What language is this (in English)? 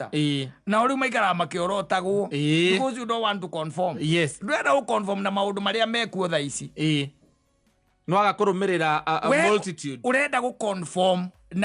Kikuyu